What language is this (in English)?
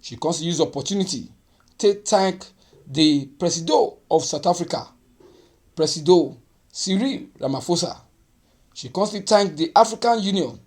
Nigerian Pidgin